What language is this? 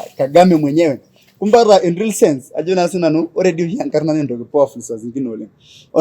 Masai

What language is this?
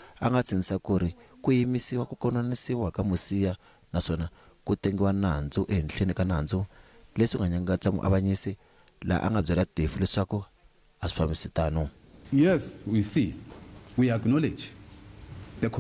Tsonga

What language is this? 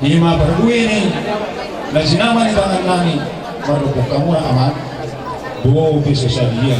Batak Toba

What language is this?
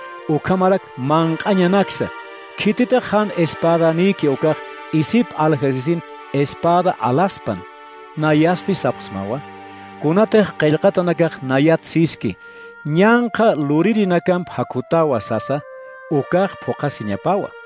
Aymara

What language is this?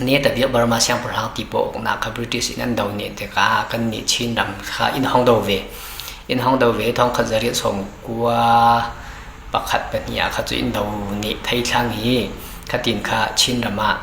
Falam Chin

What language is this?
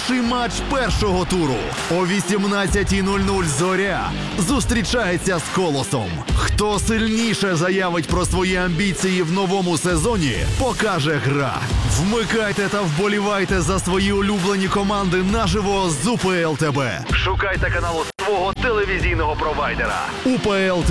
Ukrainian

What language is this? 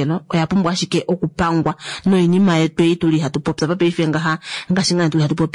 Kuanyama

